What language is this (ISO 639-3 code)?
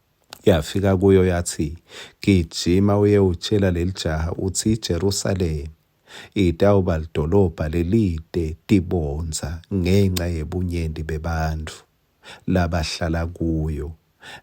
ssw